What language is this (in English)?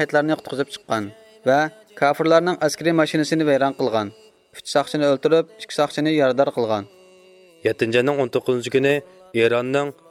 Uyghur